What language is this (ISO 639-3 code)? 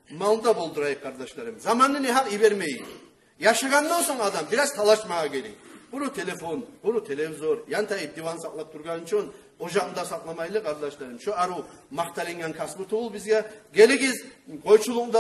kum